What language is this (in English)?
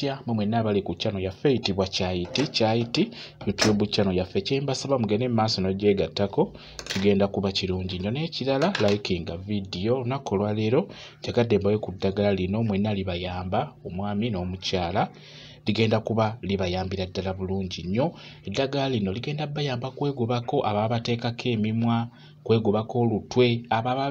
Ganda